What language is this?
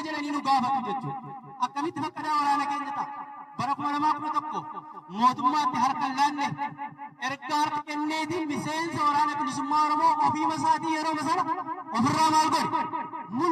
Oromo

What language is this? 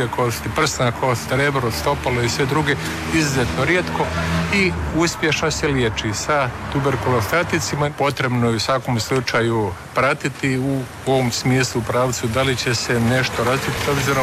Croatian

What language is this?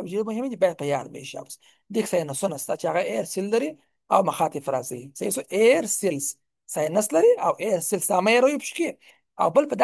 Pashto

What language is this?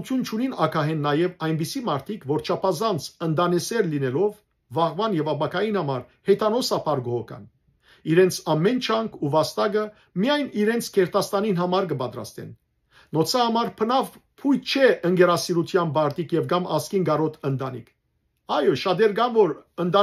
Western Armenian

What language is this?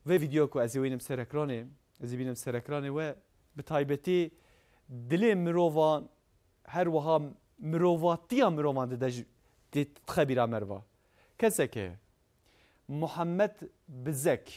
Kurdish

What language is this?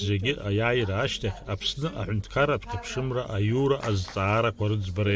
Abkhazian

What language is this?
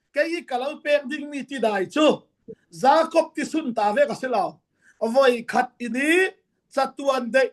Falam Chin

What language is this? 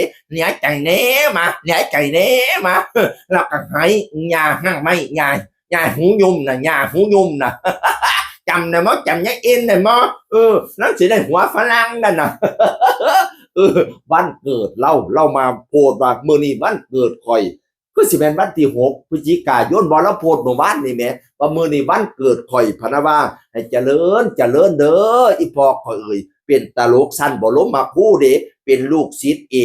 Northeastern Thai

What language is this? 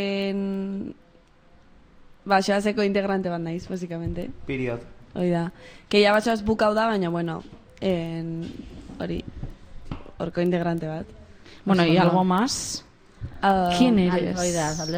Basque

